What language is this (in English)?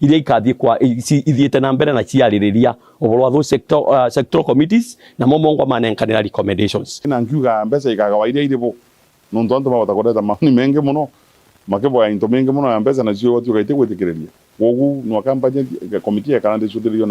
Meru